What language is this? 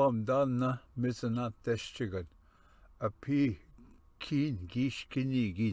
Ojibwa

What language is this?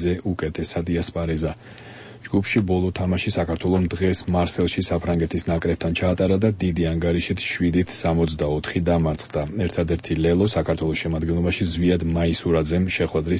Georgian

